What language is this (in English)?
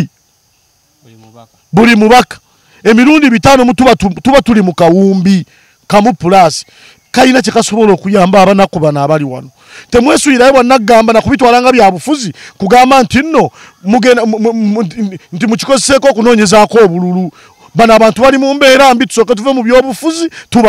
Ganda